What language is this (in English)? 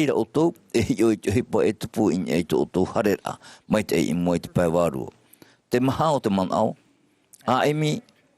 Tahitian